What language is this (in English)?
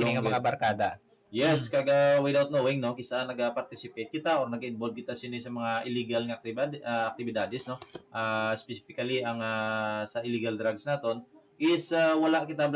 Hiligaynon